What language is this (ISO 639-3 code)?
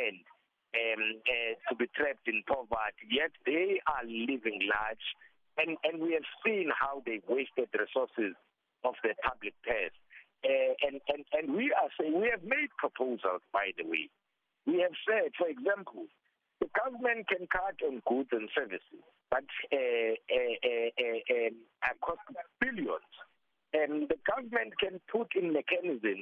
eng